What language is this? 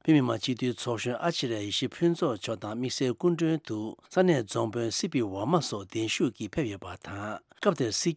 Tibetan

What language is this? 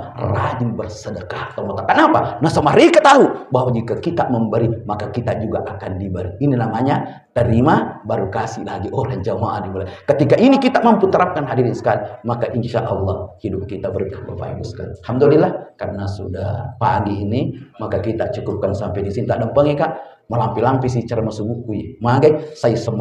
Buginese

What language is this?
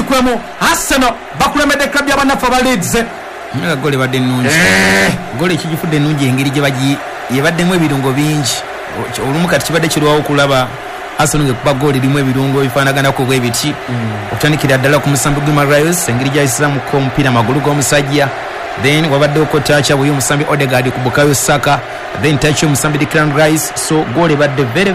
Ganda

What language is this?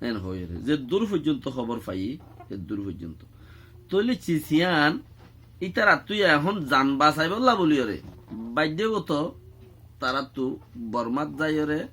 Rohingya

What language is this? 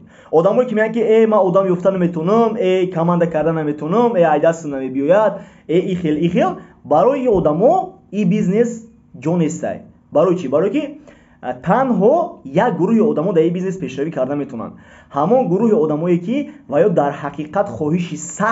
Tajik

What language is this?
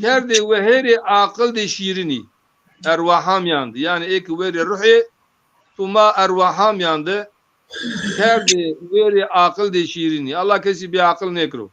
Zaza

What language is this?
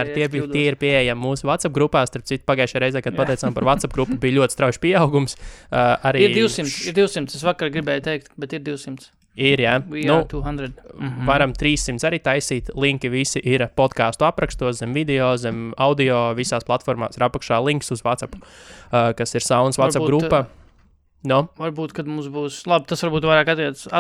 Latvian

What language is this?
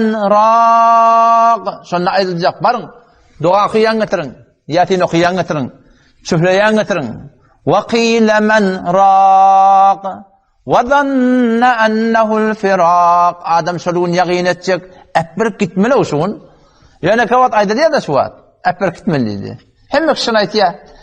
Turkmen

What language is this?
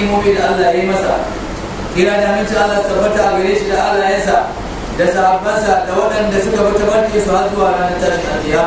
Hausa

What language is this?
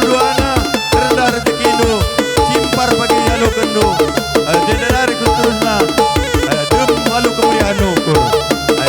Batak Karo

